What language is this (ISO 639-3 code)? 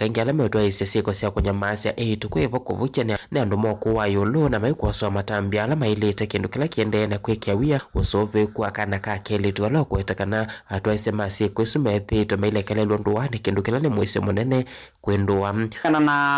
kam